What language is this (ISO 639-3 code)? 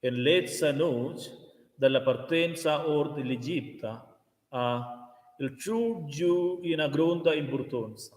roh